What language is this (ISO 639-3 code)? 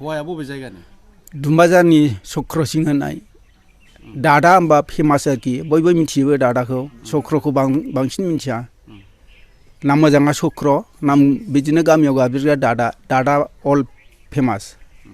brx